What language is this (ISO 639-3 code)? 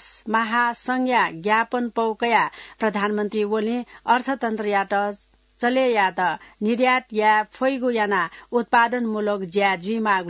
new